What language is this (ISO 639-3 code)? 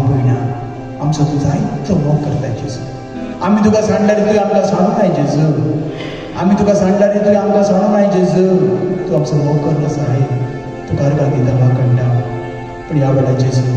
kok